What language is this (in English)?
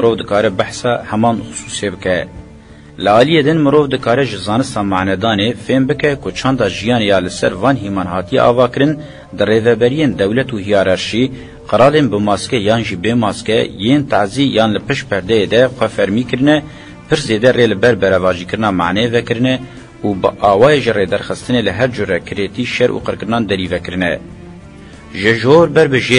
Kurdish